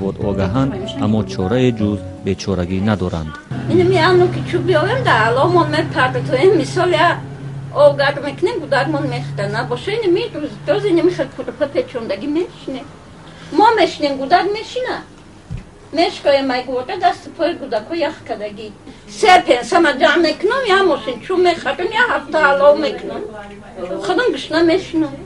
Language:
Tajik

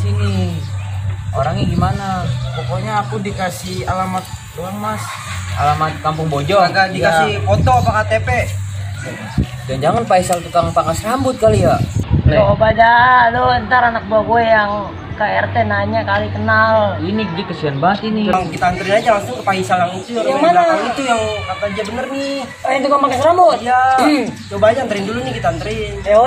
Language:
Betawi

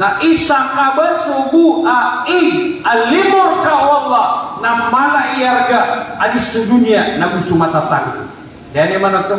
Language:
Maranao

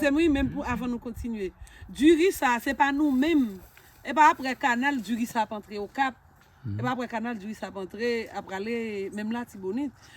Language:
Haitian Creole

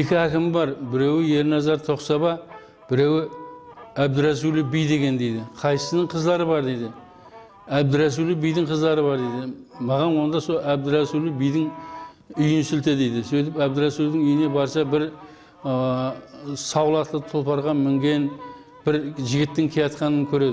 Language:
Kara-Kalpak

